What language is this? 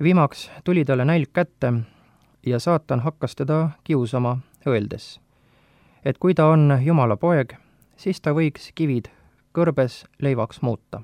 Estonian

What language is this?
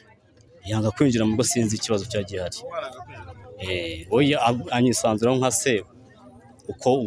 Kinyarwanda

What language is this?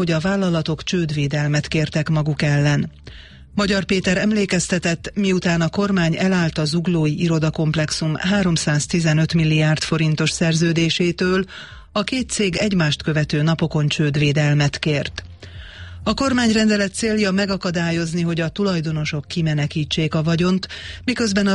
Hungarian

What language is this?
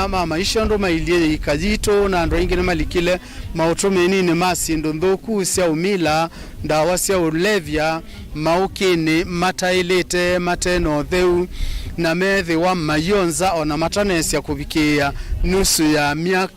Kamba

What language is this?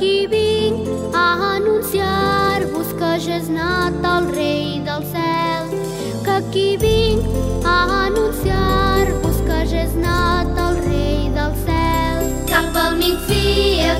Catalan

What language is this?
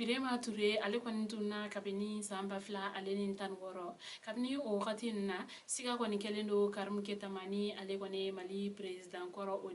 Bambara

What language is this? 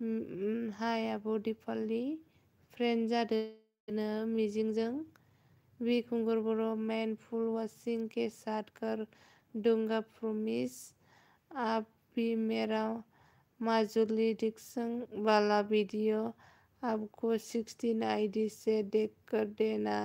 Bodo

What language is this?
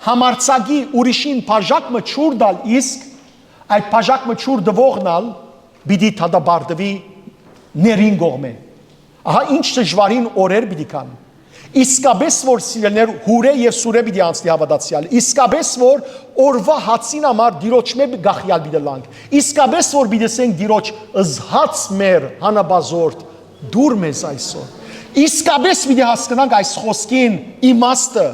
Western Armenian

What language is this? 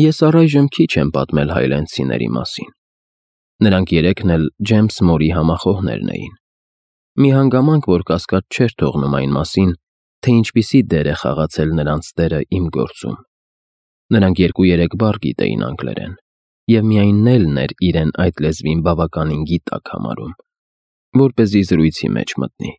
Armenian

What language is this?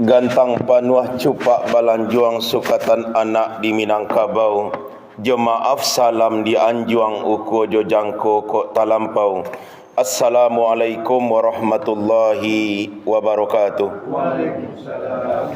Minangkabau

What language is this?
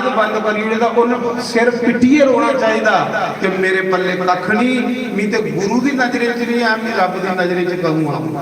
Dogri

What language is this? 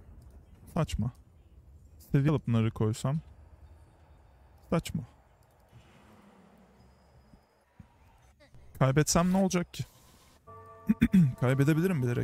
Turkish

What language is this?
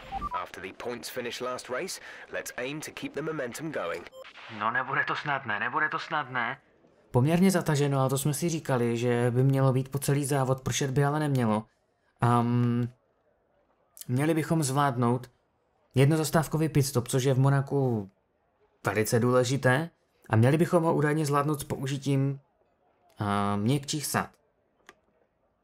Czech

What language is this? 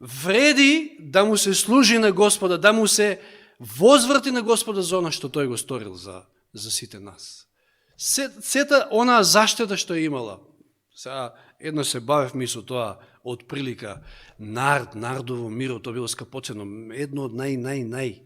Macedonian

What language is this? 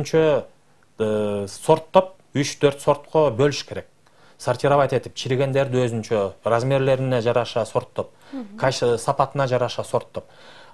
Kyrgyz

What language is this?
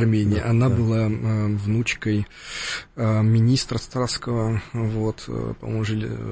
Russian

